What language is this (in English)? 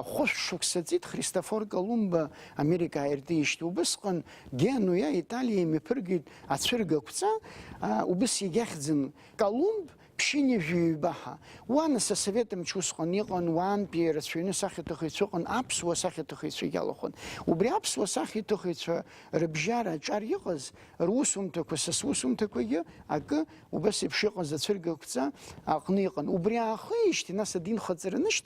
Abkhazian